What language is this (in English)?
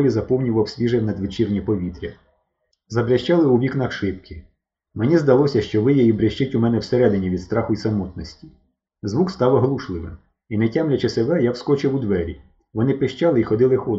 Ukrainian